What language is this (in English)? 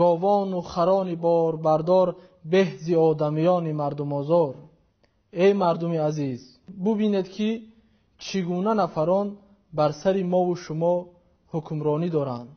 Tajik